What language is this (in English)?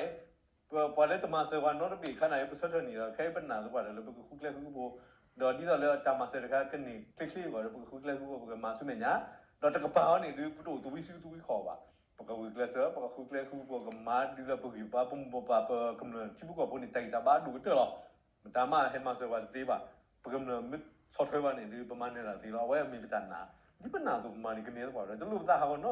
S'gaw Karen